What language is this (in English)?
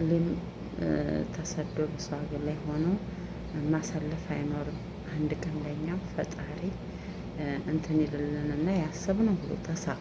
Amharic